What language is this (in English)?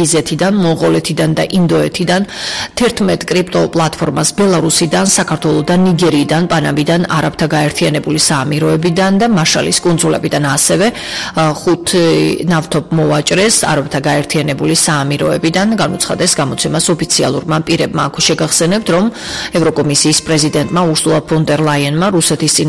Georgian